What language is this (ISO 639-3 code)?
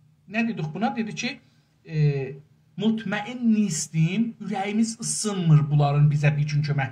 azb